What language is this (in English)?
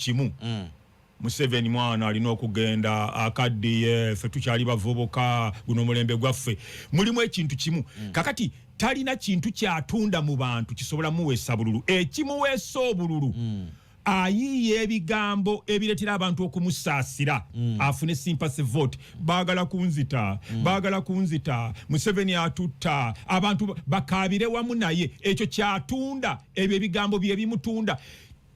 Ganda